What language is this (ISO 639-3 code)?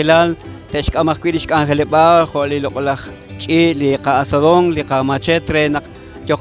kek